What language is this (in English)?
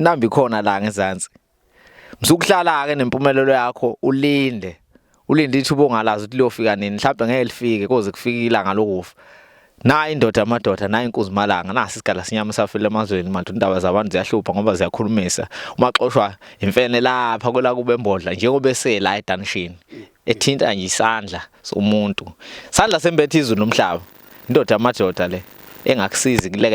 Zulu